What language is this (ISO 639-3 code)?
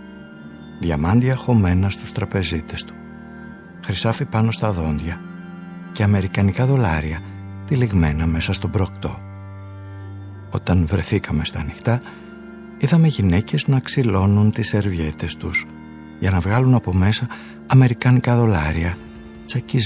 ell